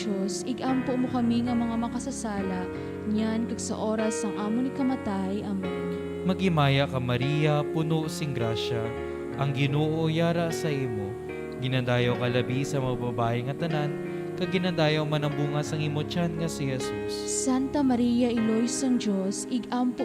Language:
Hiligaynon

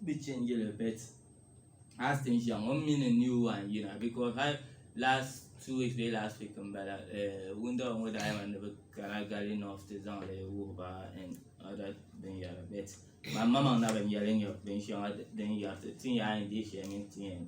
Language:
Dagbani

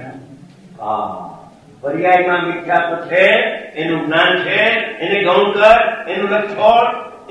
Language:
Gujarati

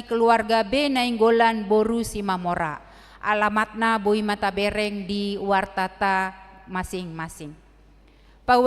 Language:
Batak Toba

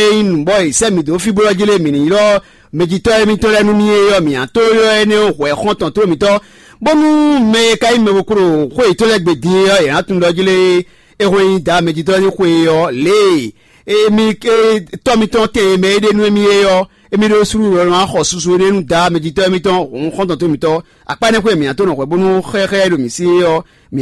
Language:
Fon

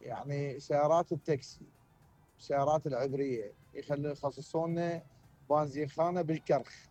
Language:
Mesopotamian Arabic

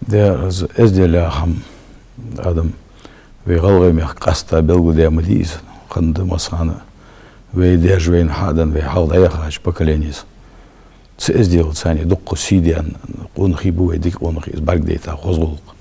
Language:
Ingush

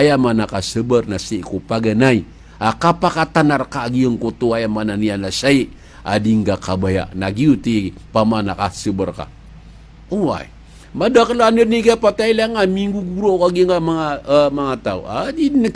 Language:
Maranao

